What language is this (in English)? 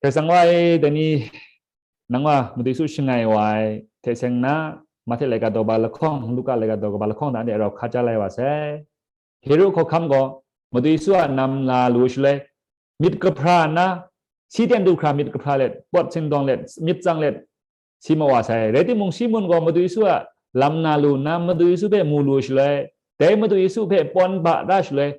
Kachin